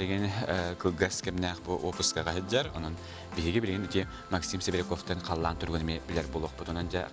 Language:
Yakut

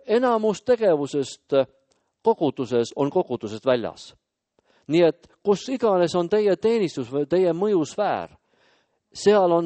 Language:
Estonian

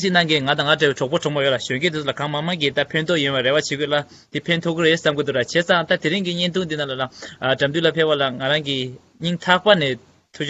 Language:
Tibetan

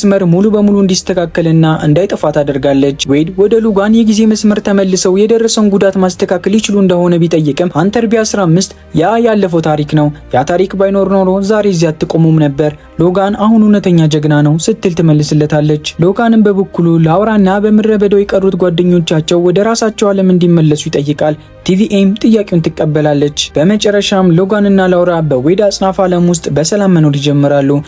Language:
Amharic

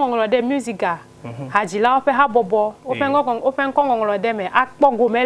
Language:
Ewe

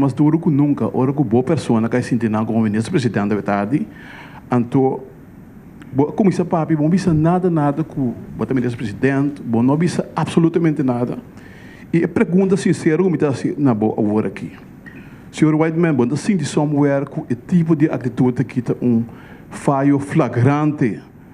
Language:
Papiamento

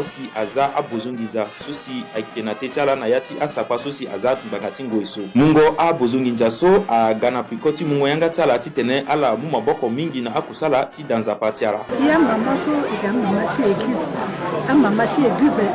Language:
Sango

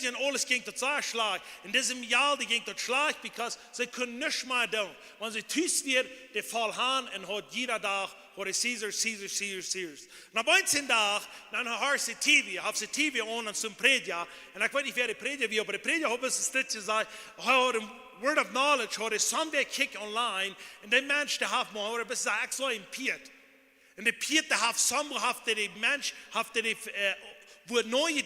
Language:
Plautdietsch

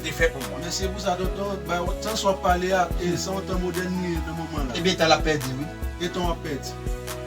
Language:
Haitian Creole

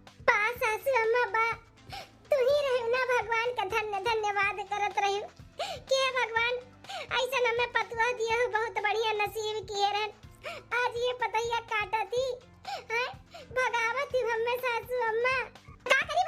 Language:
Awadhi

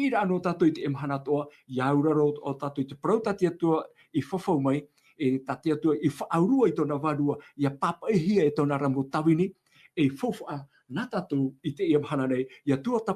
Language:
Tahitian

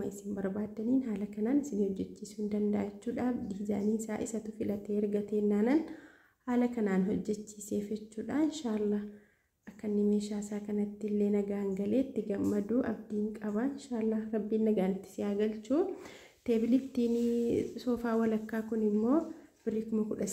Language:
Oromo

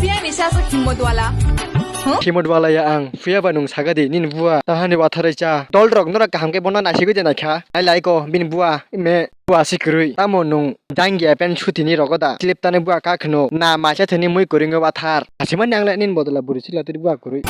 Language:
Kok Borok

